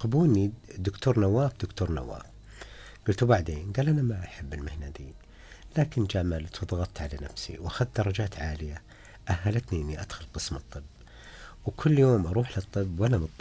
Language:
Najdi Arabic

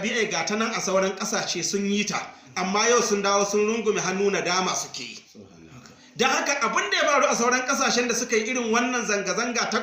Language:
Hausa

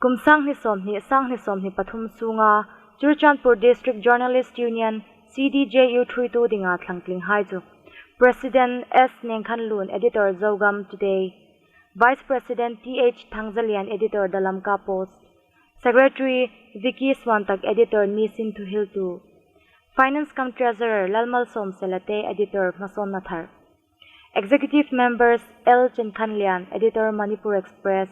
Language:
Hmar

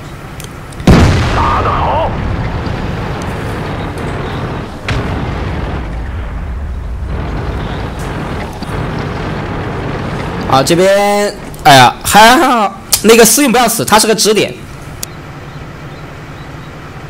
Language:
Chinese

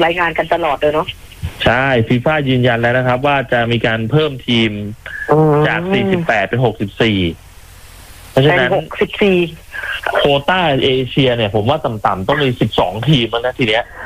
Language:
Thai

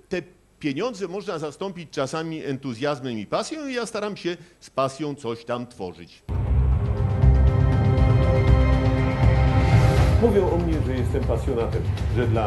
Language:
Polish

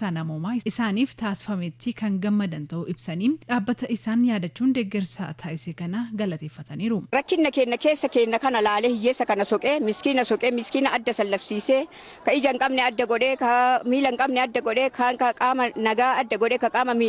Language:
Oromo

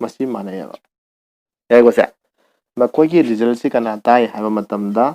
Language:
Manipuri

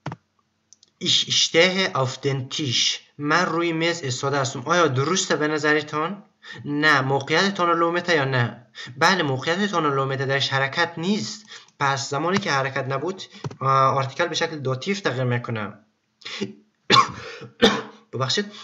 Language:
Persian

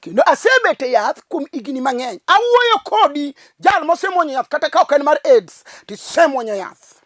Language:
Luo (Kenya and Tanzania)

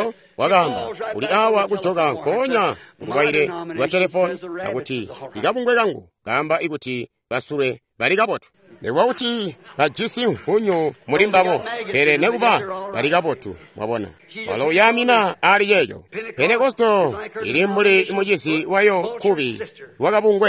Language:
Tonga (Zambia)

